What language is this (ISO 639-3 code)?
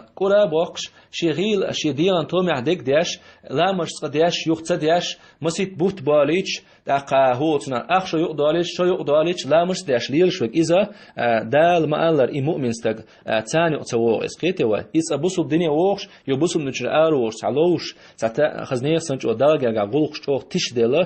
che